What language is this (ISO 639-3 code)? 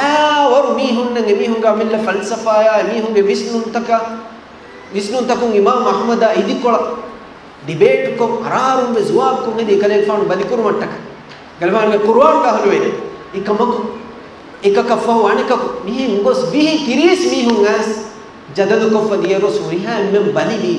div